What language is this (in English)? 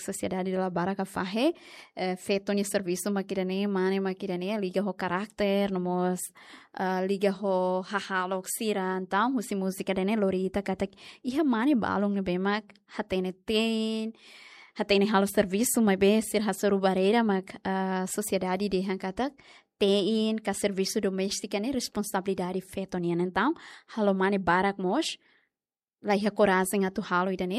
Tetum